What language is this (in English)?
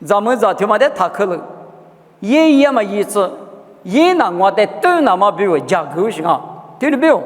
Lisu